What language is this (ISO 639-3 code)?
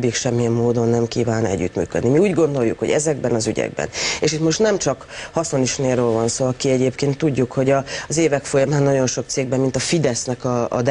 hun